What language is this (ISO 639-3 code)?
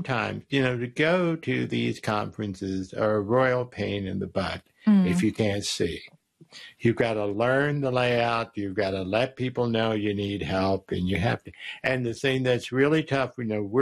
eng